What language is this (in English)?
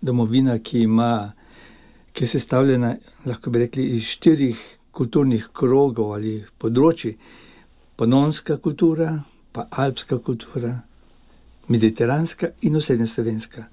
Slovenian